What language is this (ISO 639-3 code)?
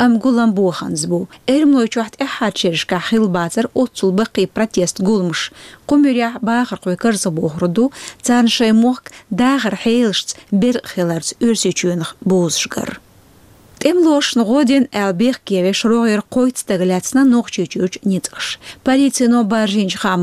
che